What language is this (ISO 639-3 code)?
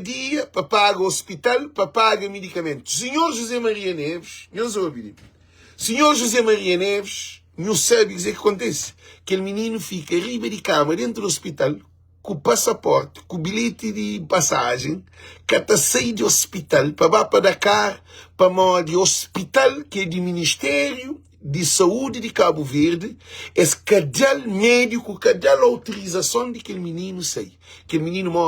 kea